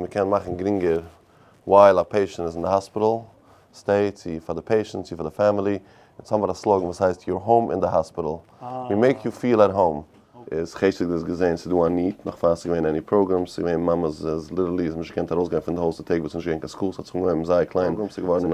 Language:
Yiddish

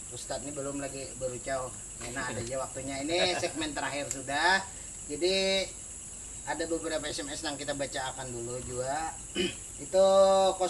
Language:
Banjar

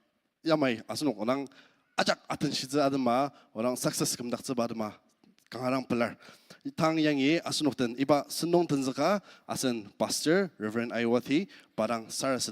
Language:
Ao Naga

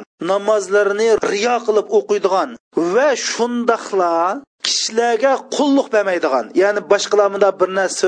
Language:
Uyghur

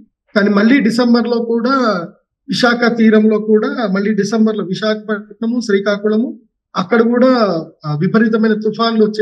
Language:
Telugu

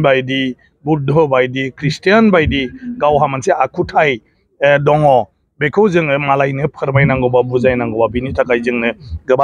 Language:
Bodo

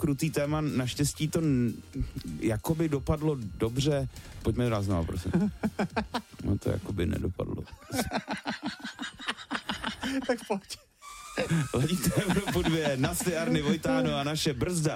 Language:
Czech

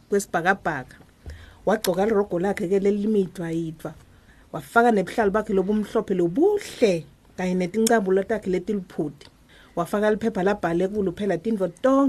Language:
Swati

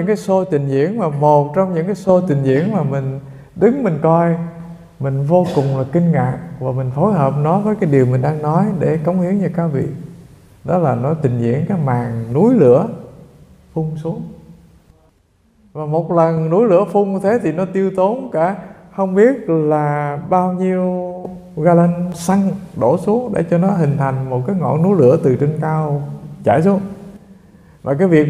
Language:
Vietnamese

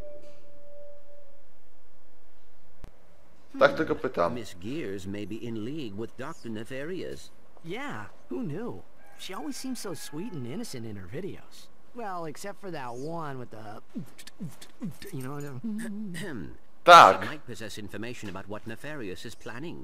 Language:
Polish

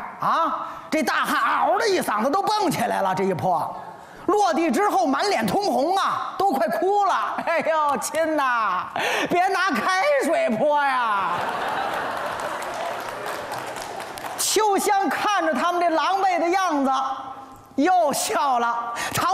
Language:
Chinese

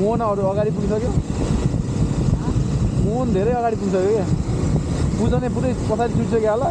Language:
Nepali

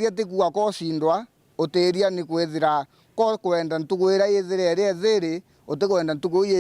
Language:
Meru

